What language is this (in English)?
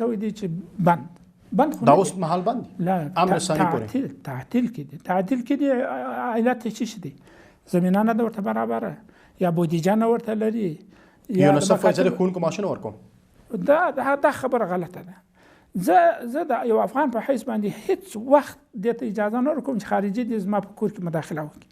Pashto